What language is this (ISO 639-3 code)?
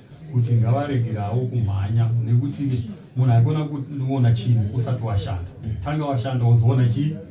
sna